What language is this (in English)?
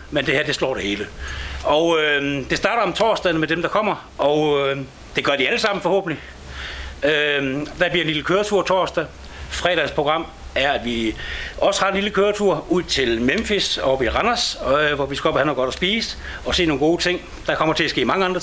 Danish